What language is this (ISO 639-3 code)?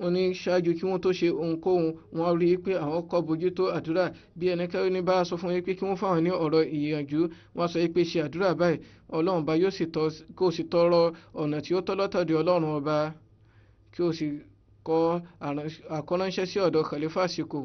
yor